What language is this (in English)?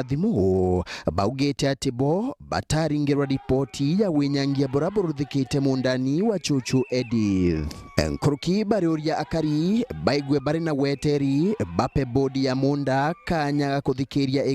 Meru